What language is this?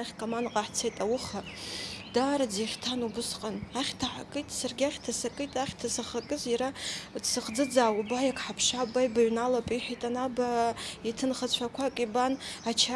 Abkhazian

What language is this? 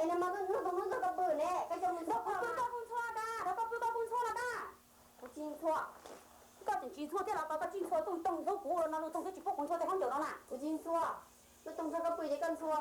Hmong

